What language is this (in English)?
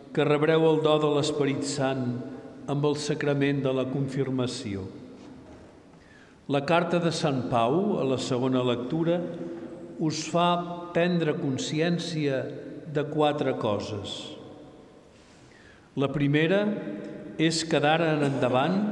Catalan